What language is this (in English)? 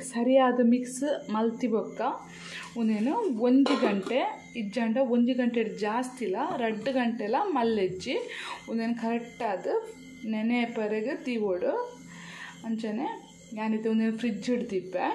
Tulu